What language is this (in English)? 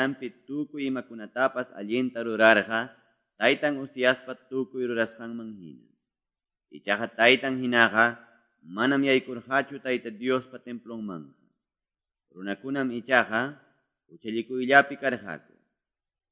Quechua